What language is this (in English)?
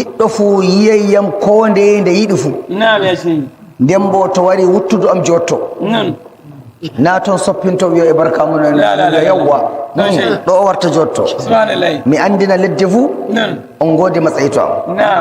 Nigerian Fulfulde